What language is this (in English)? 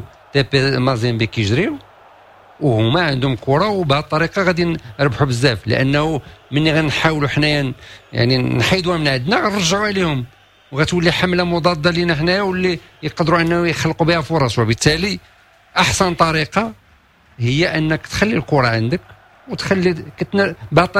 Moroccan Arabic